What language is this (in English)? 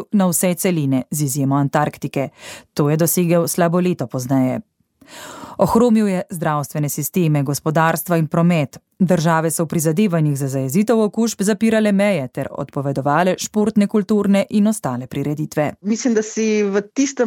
Slovenian